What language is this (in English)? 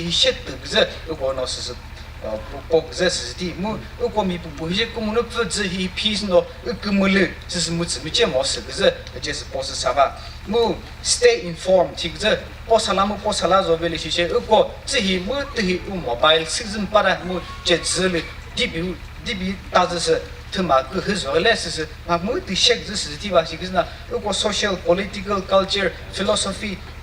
Chokri Naga